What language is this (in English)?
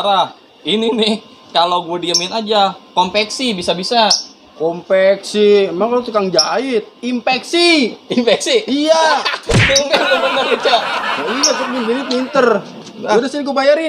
Betawi